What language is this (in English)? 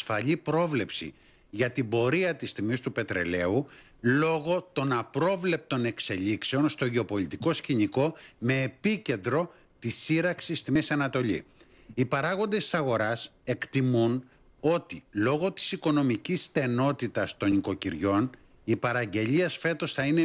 Greek